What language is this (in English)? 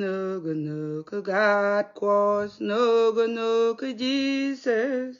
Nuer